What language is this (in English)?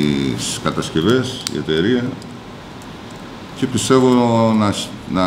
Greek